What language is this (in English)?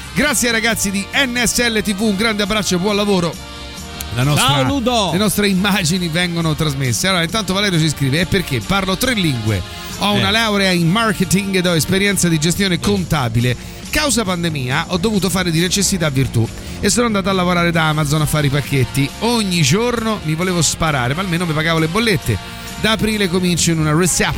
Italian